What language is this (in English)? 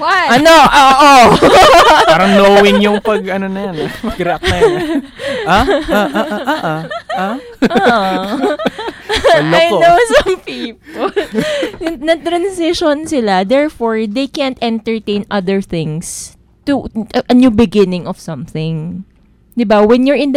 Filipino